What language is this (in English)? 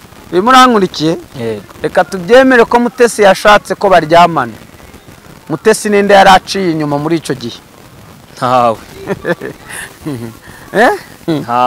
Kinyarwanda